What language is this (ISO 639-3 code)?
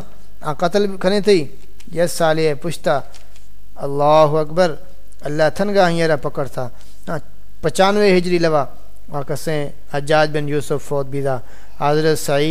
skr